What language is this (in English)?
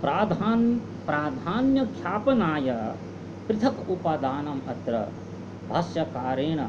Sanskrit